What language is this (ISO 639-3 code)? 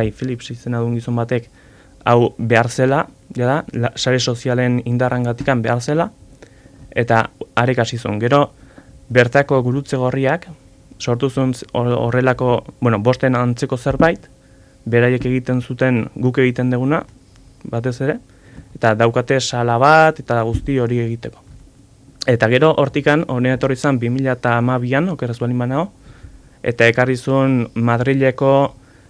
eus